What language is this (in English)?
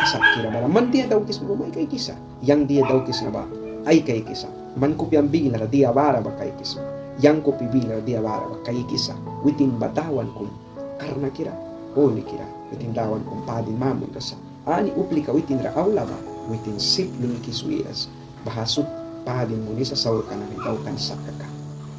Mískito